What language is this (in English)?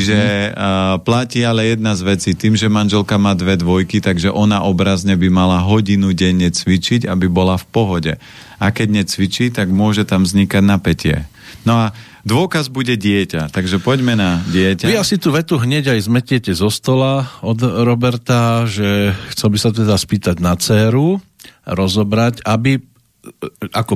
Slovak